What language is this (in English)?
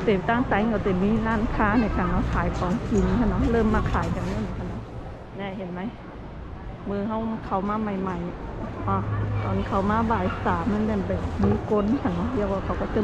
Shan